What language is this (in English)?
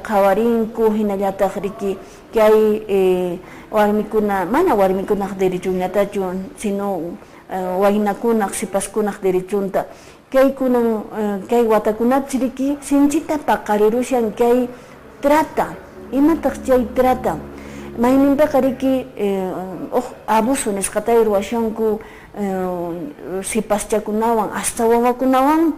Quechua